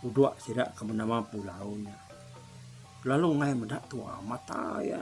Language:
Iban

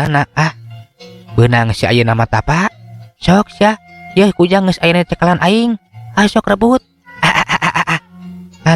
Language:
Sundanese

